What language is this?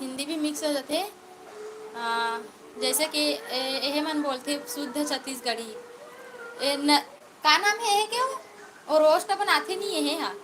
Chhattisgarhi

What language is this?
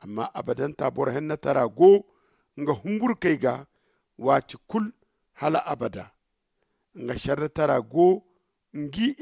Zarma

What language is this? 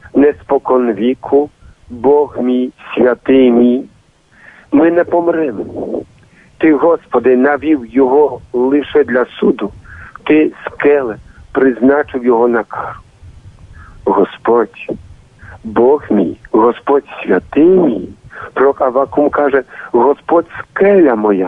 Ukrainian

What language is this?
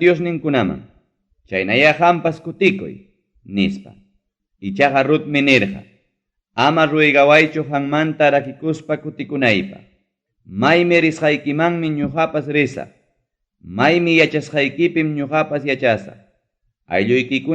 Ayacucho Quechua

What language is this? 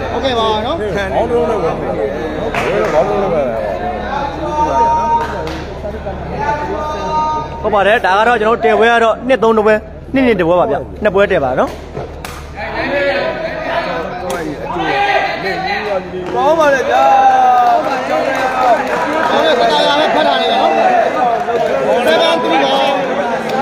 Burmese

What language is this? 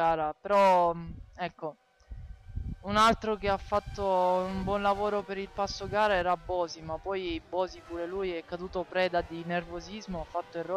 Italian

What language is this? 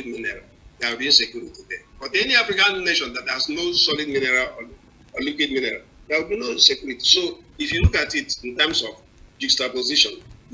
Igbo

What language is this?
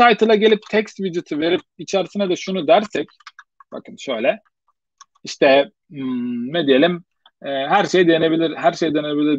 Turkish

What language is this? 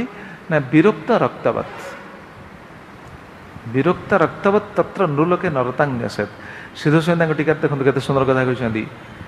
Odia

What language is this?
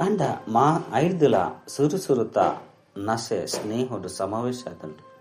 Tulu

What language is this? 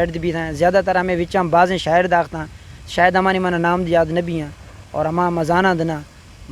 Eastern Balochi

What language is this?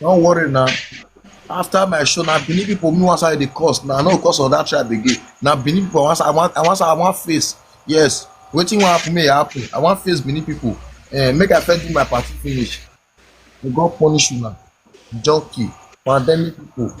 Nigerian Pidgin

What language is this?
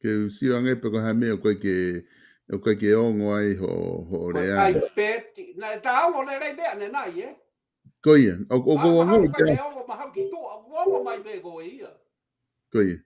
Tongan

